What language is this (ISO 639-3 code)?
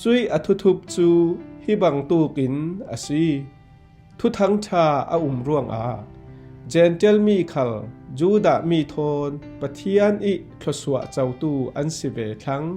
cfm